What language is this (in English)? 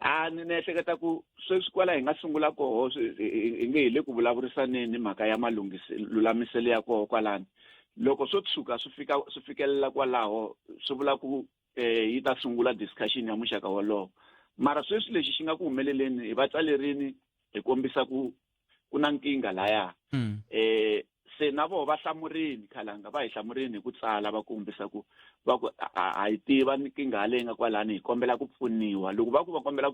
Tsonga